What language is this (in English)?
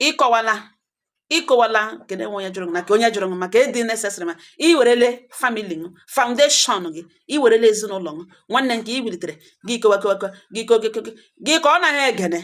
Igbo